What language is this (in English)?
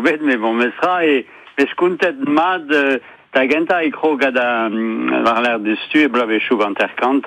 Breton